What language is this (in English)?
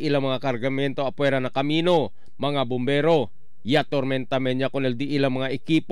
Chavacano